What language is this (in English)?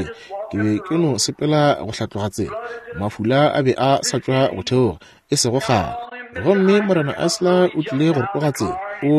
Northern Sotho